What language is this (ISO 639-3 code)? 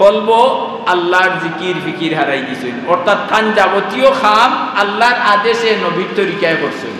syl